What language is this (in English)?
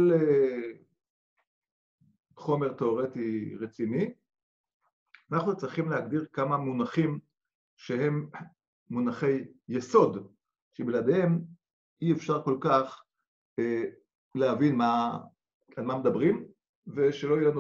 Hebrew